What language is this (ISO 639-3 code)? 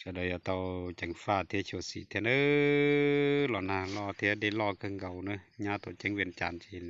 hmn